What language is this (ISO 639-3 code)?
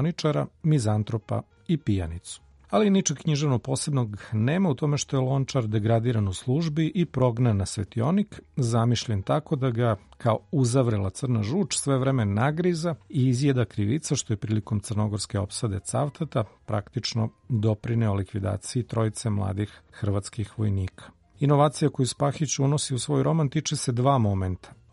srp